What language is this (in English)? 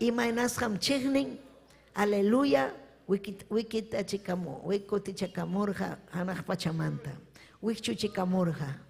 Ayacucho Quechua